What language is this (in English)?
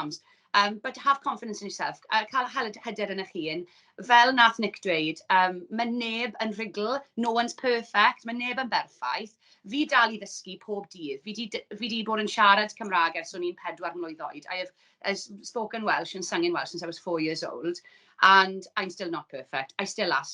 Welsh